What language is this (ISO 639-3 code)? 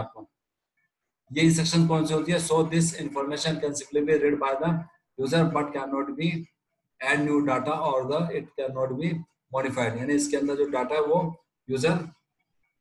hin